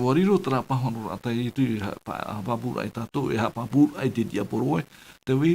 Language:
Tahitian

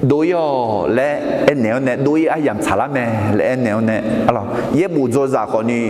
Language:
Akha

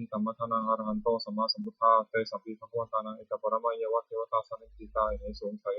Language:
Pali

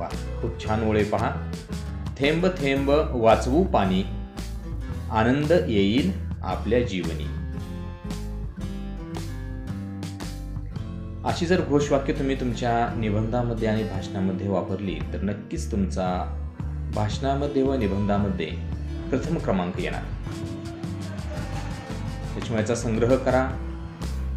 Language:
Marathi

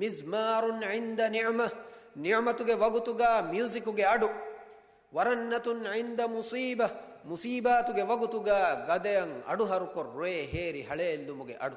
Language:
Divehi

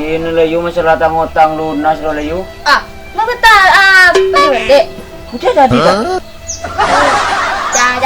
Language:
Madurese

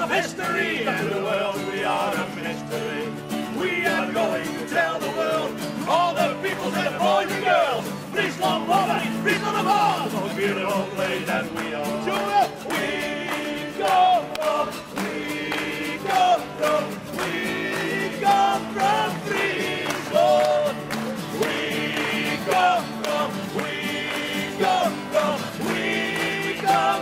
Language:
Western Frisian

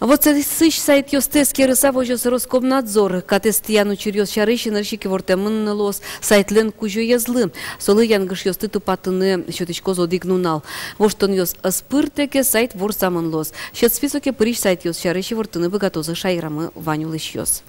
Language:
Udmurt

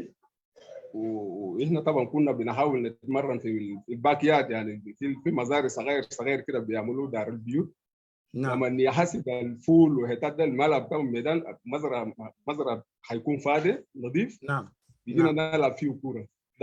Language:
Sudanese Arabic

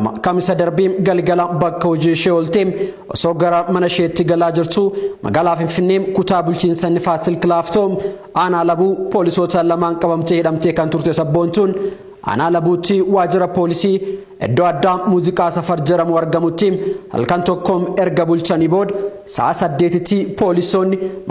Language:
Oromo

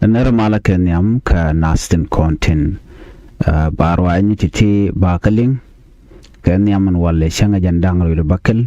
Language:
Nuer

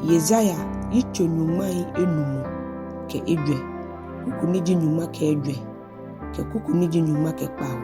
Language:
Ga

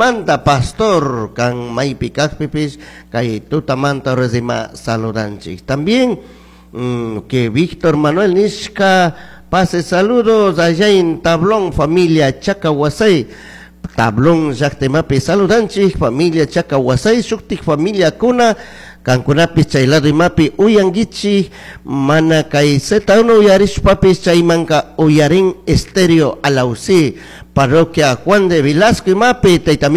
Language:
Chimborazo Highland Quichua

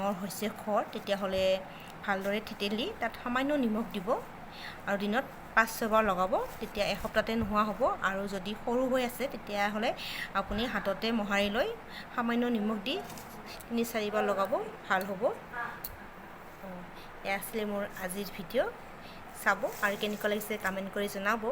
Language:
Assamese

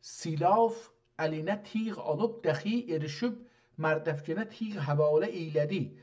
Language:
South Azerbaijani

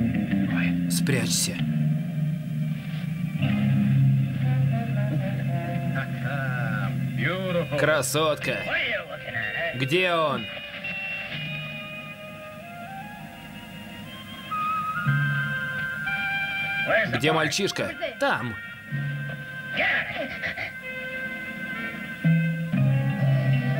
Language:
Russian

